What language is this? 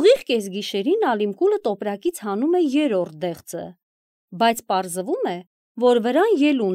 Armenian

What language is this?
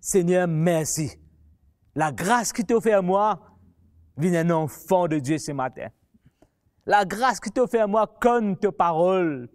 Morisyen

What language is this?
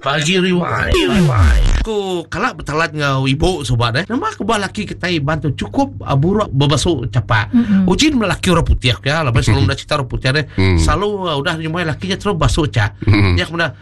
Iban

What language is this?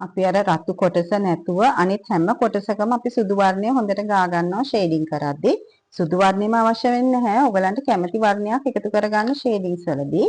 Sinhala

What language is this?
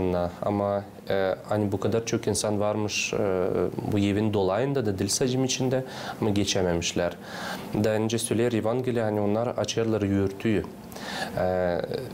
Gagauz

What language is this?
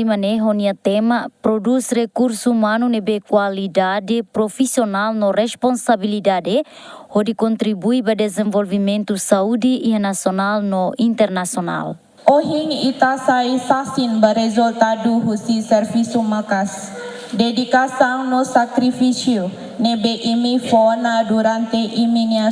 Tetum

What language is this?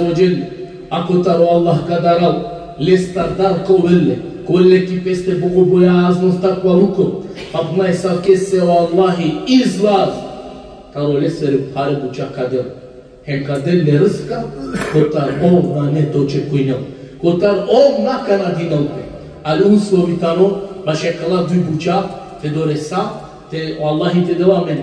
Balkan Romani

